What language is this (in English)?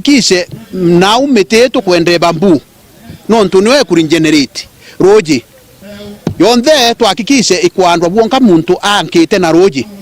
Meru